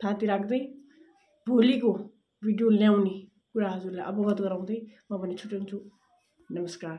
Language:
Nepali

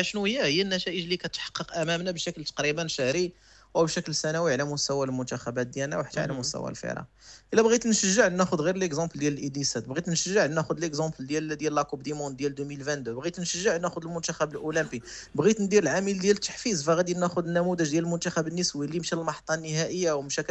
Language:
Moroccan Arabic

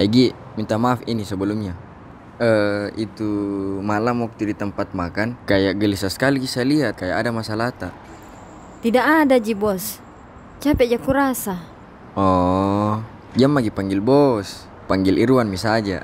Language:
Makassar Malay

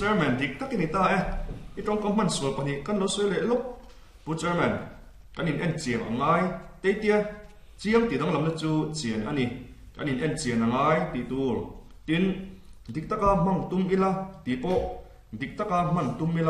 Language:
Mizo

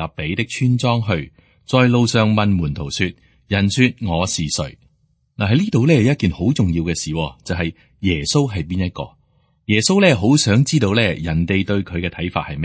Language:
Cantonese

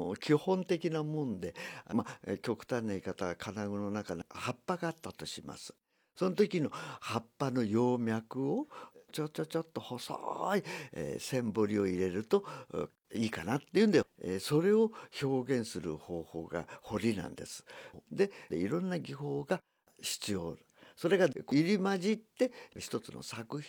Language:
Japanese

